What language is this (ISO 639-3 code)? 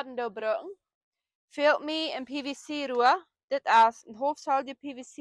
pdt